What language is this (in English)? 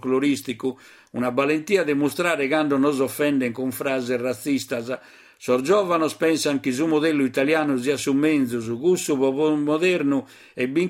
Sardinian